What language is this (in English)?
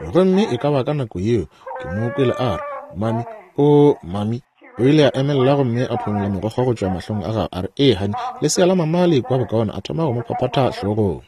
Northern Sotho